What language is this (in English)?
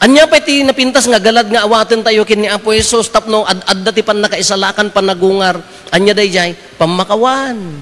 Iloko